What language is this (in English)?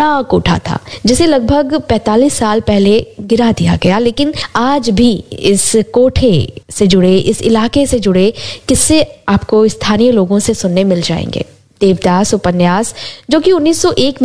Hindi